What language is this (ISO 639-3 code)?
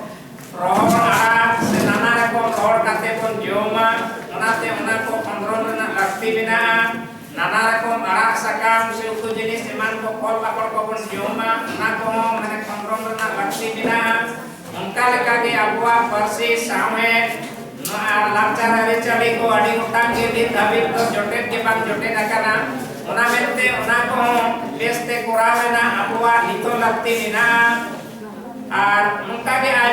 sat